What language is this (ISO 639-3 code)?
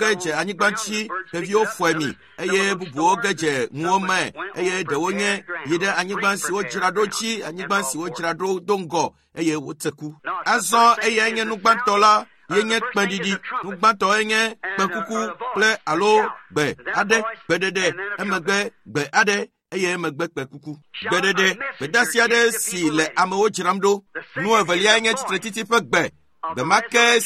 ewe